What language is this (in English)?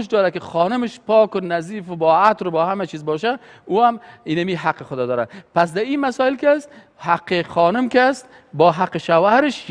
Persian